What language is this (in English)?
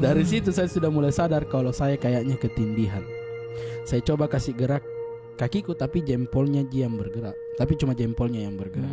Makassar Malay